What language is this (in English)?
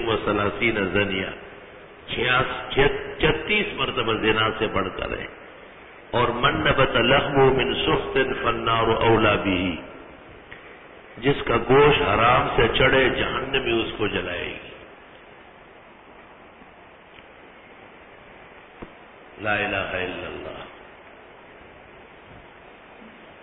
Urdu